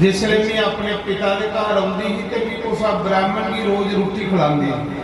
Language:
Dogri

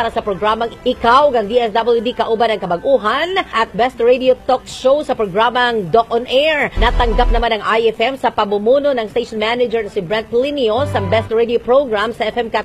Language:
Filipino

